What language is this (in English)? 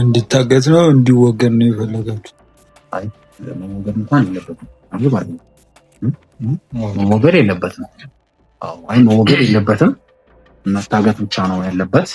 Amharic